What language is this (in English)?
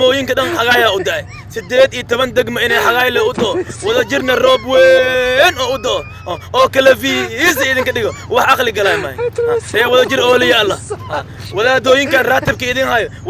Somali